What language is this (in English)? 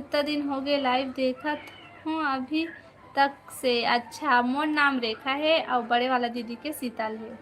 Chhattisgarhi